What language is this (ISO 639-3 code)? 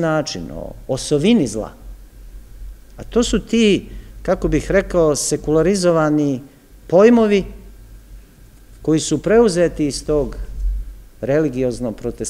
srp